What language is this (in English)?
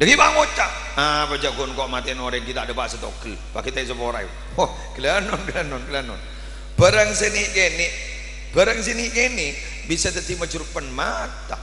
Madurese